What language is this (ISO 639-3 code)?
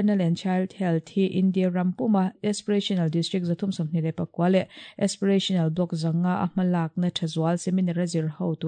lus